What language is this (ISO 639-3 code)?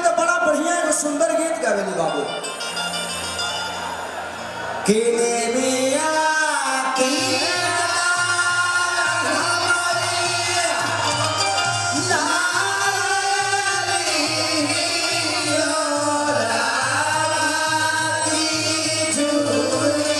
bho